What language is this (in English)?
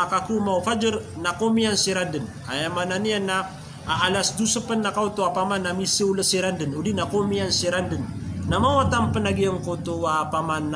Maranao